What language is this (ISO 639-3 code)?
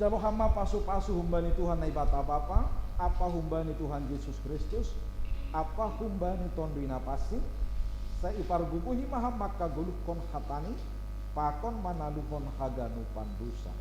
bts